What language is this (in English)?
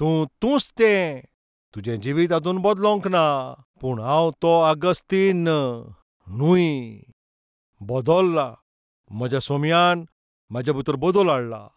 Konkani